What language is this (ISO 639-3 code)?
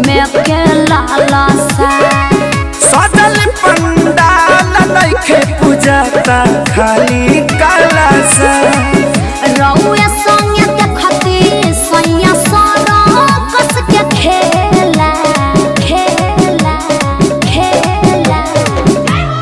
bho